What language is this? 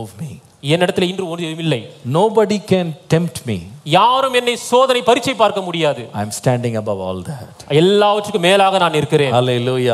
Tamil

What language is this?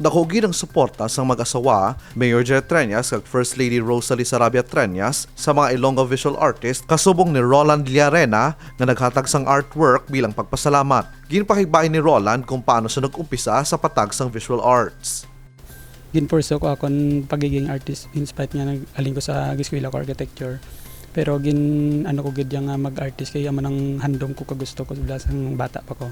Hiligaynon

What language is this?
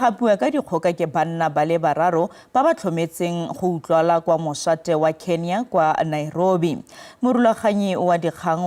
Tswana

